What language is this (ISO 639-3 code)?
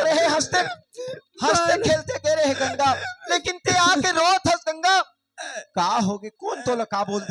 hne